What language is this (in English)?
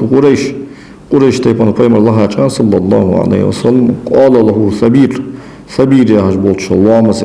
Ingush